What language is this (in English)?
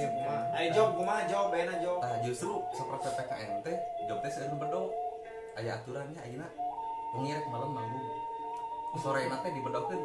Sundanese